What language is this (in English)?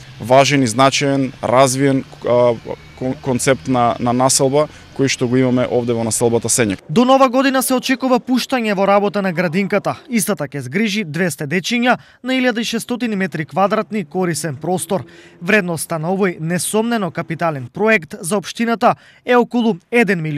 Macedonian